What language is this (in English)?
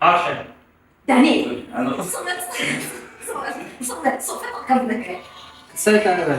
Tigrinya